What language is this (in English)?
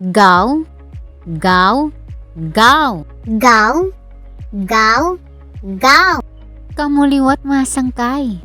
Waray